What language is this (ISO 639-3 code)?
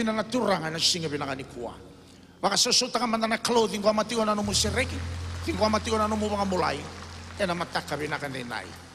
fij